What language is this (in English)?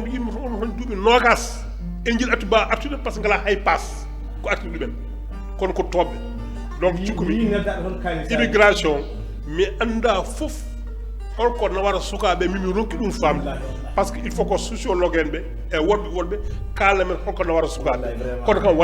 Fula